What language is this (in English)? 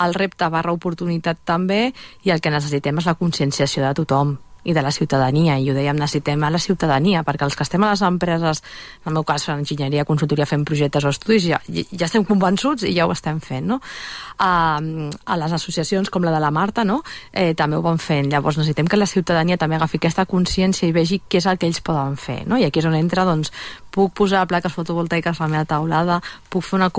Catalan